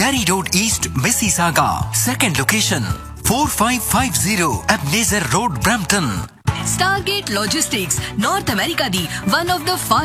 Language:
Punjabi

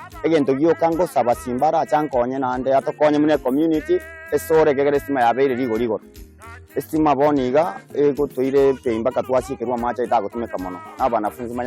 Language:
Gusii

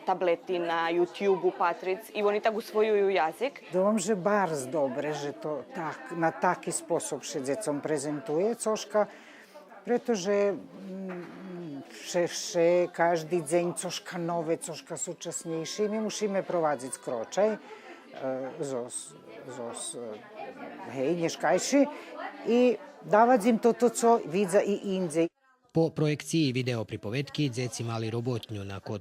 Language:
Rusyn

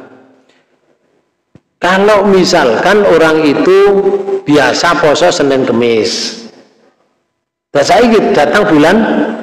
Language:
Indonesian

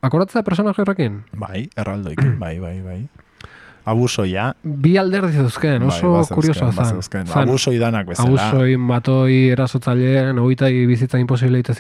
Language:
Basque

